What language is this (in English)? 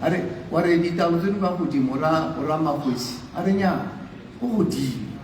Tswana